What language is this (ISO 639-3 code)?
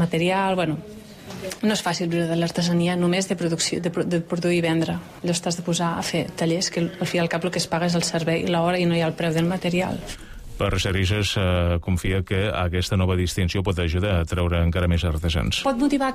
cat